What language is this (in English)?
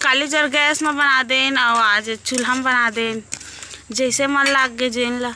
Chhattisgarhi